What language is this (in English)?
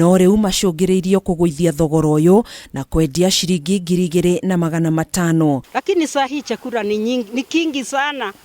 Kikuyu